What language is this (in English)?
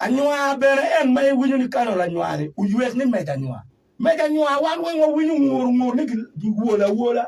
Acoli